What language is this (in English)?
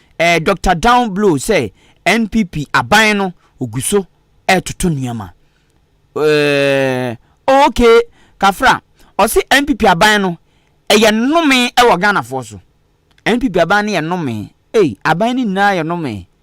Akan